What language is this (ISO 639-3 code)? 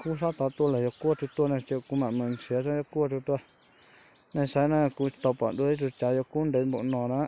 hmn